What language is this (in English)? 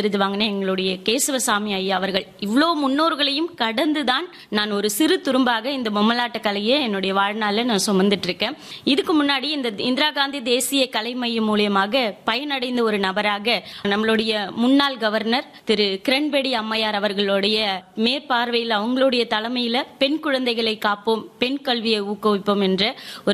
Tamil